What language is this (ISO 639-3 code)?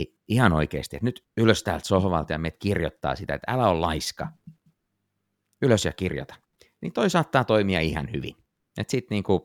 fin